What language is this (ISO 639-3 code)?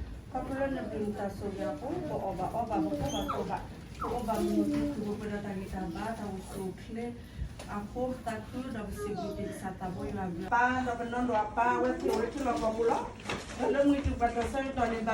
ksw